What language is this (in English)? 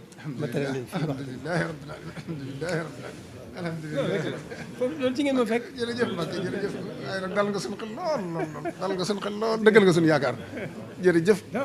Wolof